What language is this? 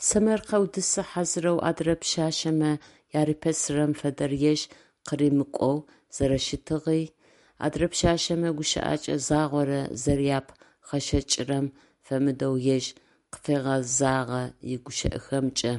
Adyghe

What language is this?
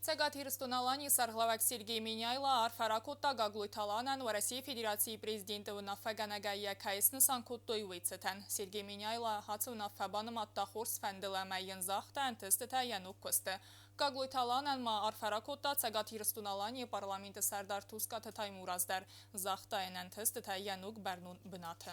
Ossetic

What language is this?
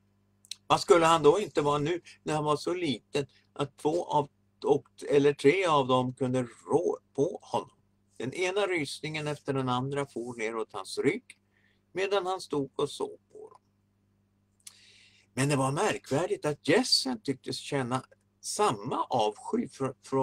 Swedish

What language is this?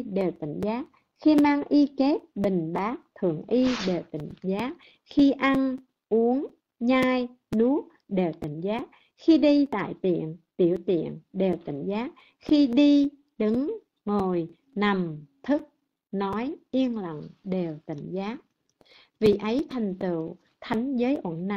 Vietnamese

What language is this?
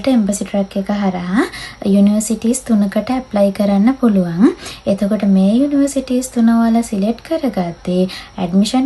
Sinhala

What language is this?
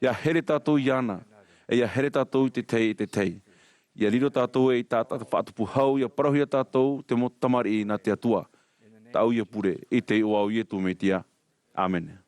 Tahitian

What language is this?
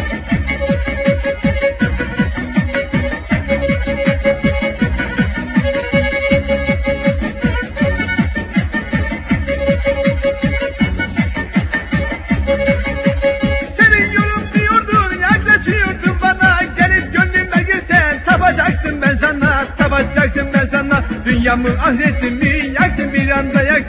Turkish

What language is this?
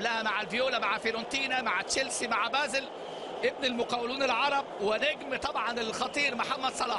Egyptian Arabic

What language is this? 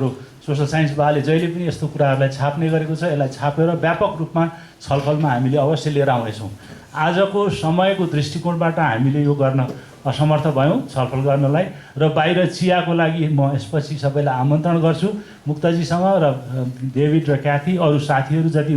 Nepali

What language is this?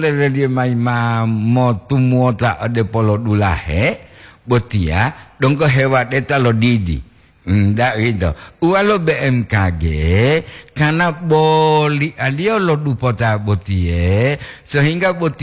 Gorontalo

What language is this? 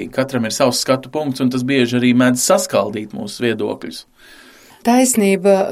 Latvian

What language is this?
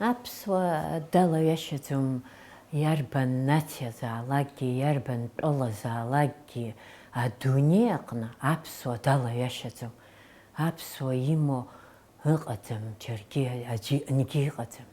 Abkhazian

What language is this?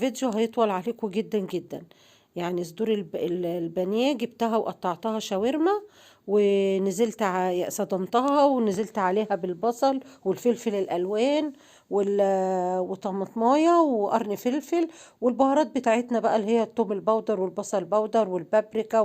Egyptian Arabic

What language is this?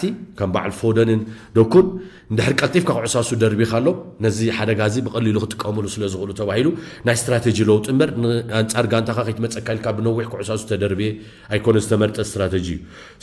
Tigrinya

